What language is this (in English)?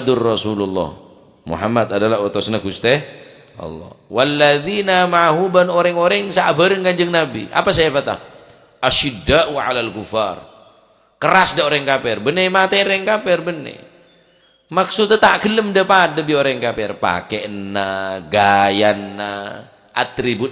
Madurese